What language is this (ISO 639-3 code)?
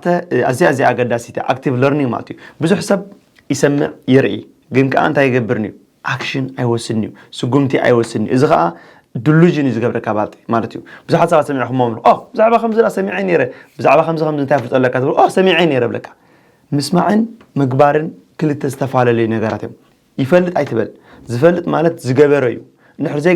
tir